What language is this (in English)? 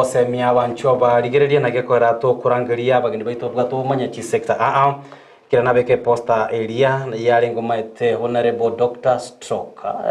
Gusii